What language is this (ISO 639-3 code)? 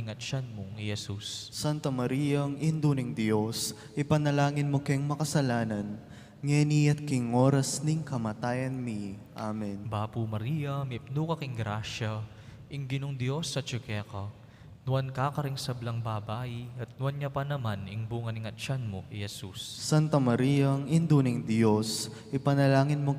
pam